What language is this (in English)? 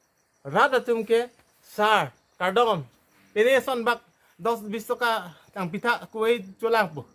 Karbi